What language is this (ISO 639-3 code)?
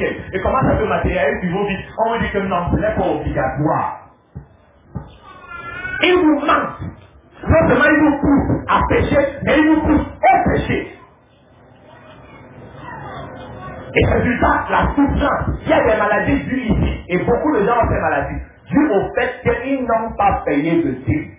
fra